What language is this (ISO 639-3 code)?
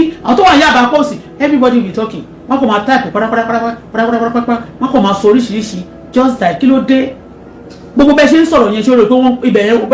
yor